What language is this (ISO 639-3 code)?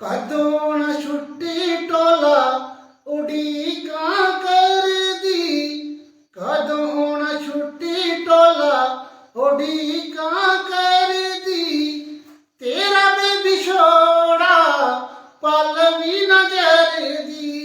doi